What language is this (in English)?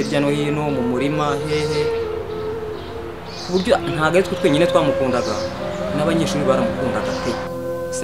Kinyarwanda